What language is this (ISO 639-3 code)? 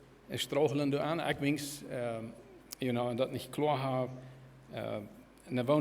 pdt